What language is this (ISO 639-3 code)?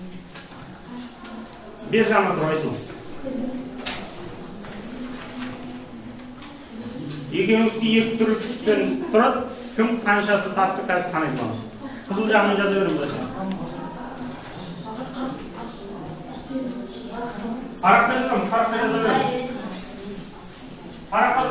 kaz